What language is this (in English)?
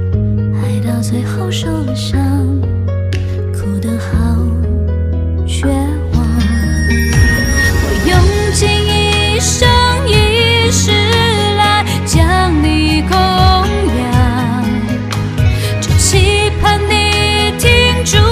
Chinese